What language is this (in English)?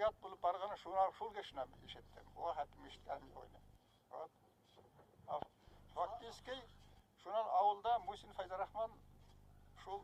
Bashkir